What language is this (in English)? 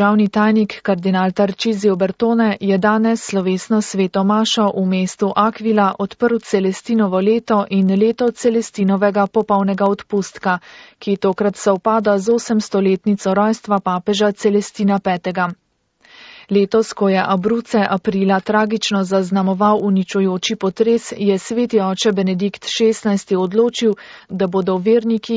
Slovenian